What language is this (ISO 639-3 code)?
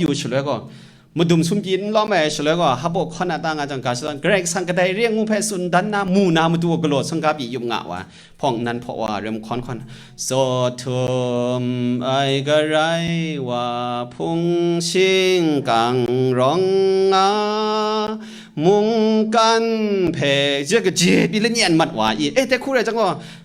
kac